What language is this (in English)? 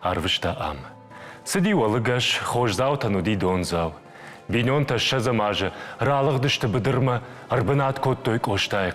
Ossetic